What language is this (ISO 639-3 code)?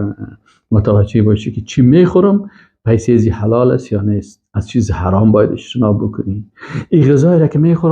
fas